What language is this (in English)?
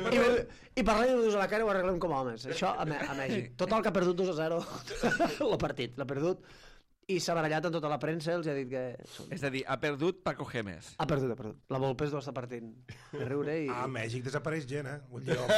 Catalan